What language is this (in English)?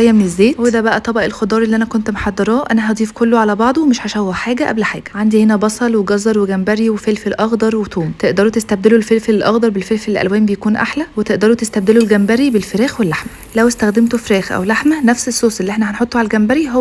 Egyptian Arabic